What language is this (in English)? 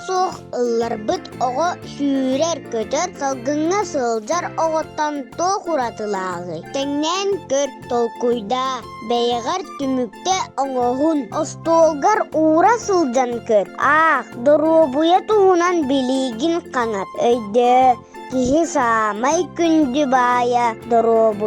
Yakut